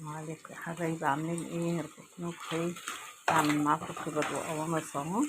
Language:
Egyptian Arabic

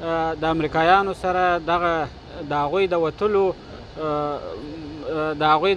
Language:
Pashto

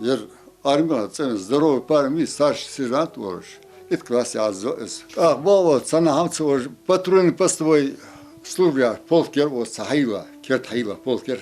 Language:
Ingush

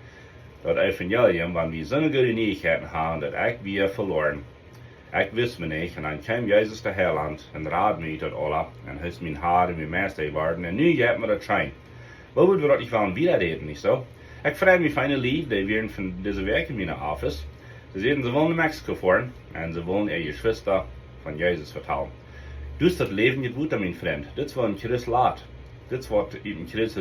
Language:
Plautdietsch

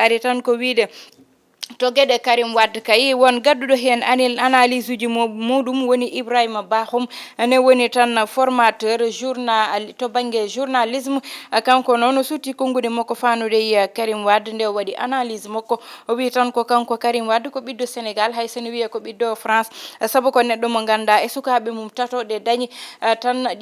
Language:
Fula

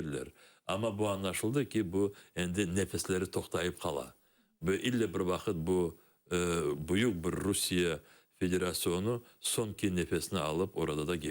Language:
Crimean Tatar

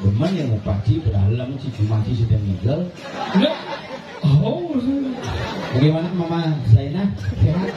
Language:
Balinese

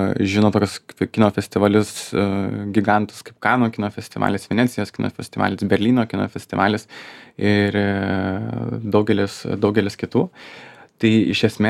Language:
Lithuanian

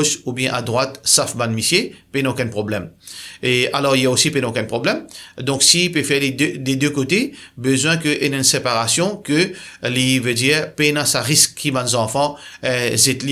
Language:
Morisyen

